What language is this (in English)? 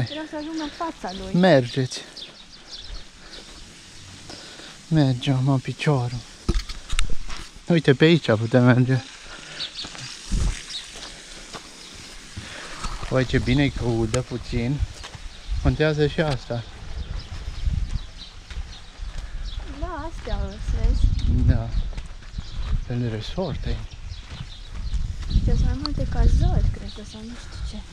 Romanian